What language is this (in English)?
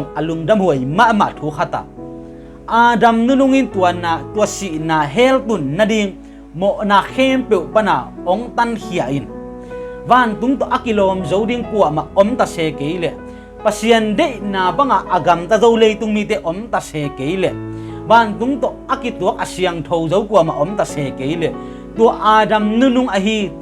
Tedim Chin